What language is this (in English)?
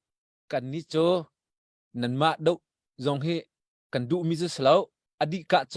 Hakha Chin